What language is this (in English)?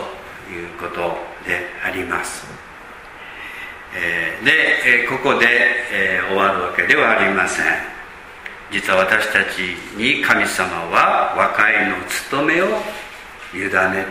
Japanese